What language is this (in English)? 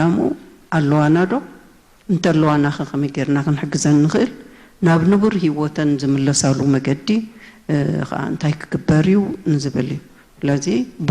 Tigrinya